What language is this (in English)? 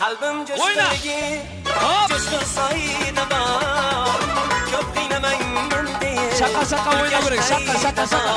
Kara-Kalpak